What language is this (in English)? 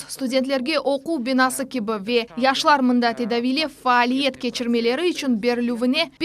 Crimean Tatar